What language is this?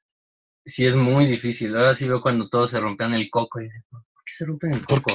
Spanish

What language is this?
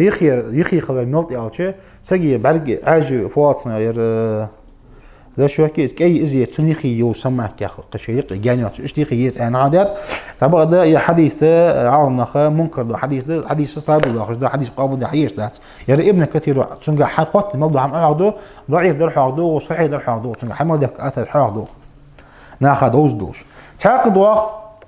Ingush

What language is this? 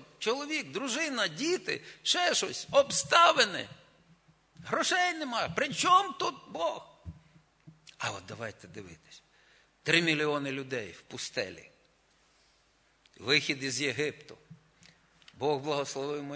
Ukrainian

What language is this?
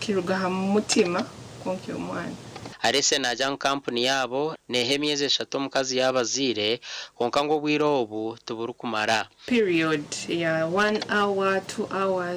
Nyankole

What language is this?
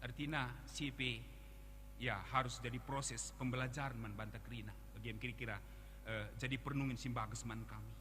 Batak Karo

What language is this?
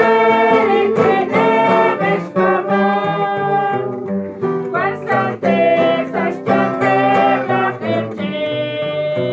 Kekchí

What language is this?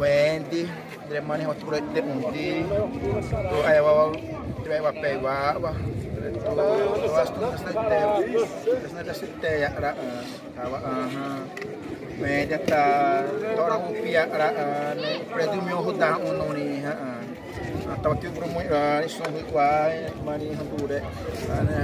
Xavánte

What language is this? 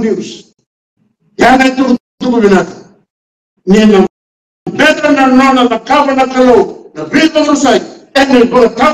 Fijian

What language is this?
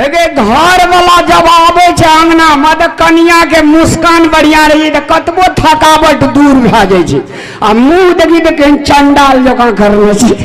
Maithili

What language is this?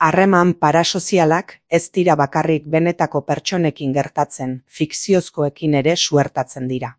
Basque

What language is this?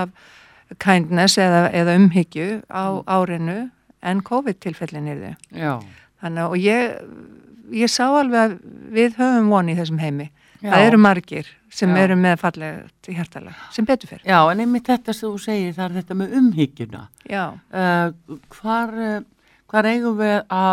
Icelandic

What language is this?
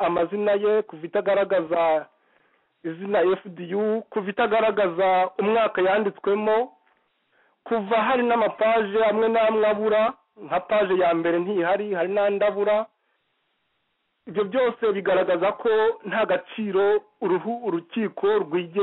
Kinyarwanda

